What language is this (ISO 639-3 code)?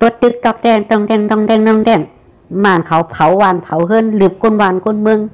shn